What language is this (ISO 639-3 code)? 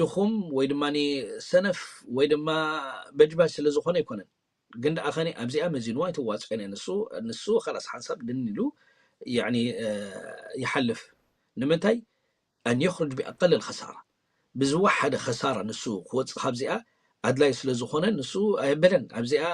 tir